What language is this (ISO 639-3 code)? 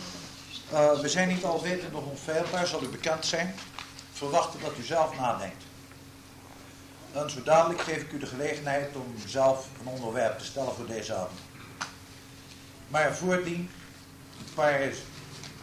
nld